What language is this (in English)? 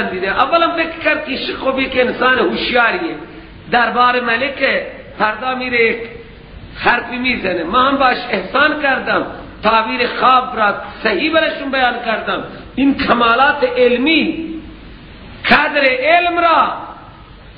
Persian